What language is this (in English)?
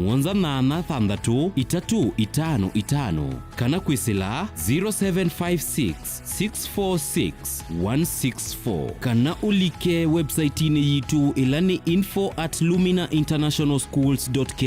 Kamba